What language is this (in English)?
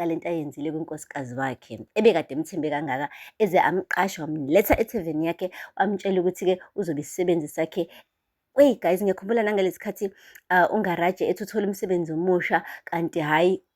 Zulu